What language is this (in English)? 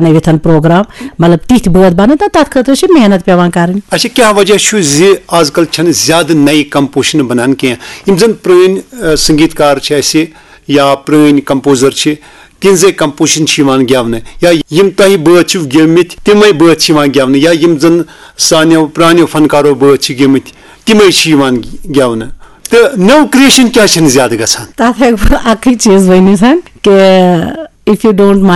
Kashmiri